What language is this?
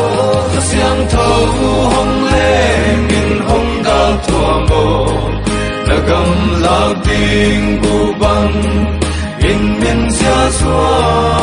Paite Chin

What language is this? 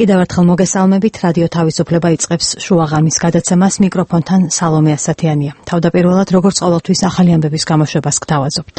Georgian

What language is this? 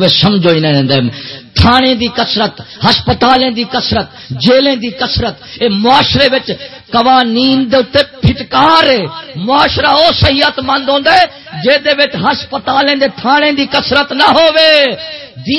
Saraiki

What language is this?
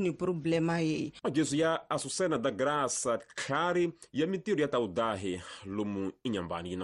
Tsonga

